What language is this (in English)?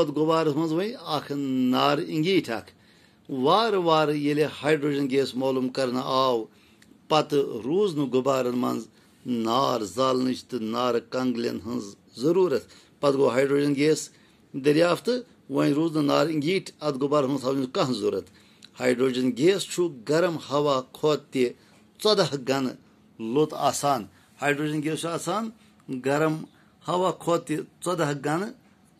Kashmiri